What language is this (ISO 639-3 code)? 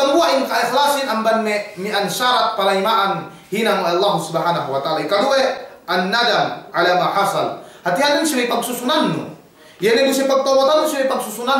yka